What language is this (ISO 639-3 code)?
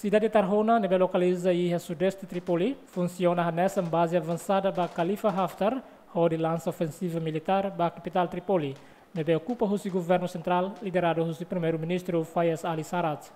tet